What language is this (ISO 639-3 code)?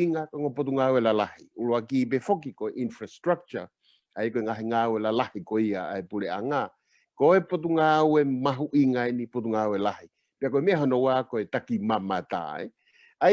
ton